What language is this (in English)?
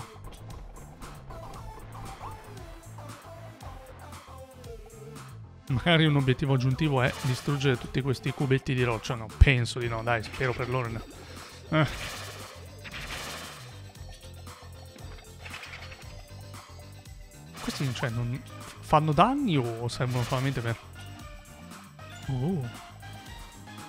Italian